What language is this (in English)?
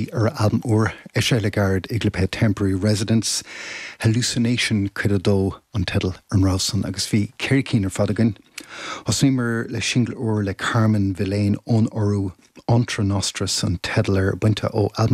Irish